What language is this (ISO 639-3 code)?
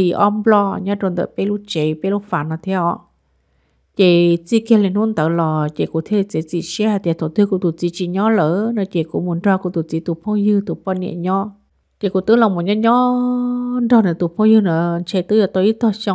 hmn